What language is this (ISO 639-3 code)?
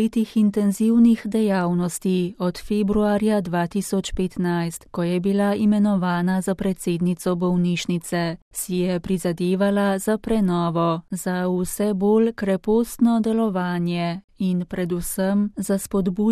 slv